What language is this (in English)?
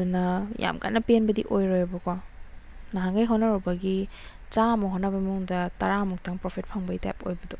Manipuri